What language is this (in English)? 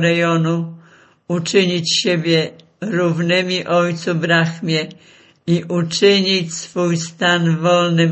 Polish